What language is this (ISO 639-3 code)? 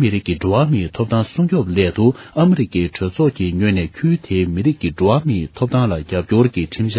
bod